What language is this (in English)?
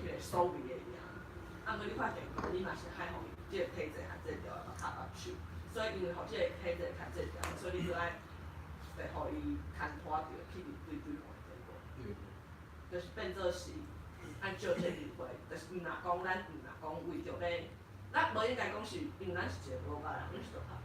Min Nan Chinese